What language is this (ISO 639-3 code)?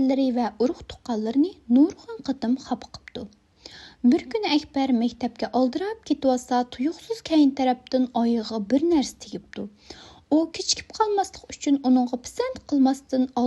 uig